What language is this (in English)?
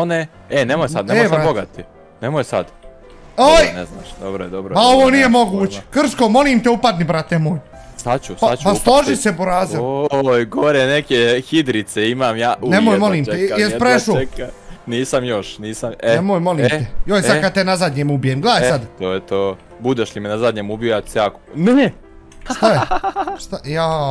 Bosnian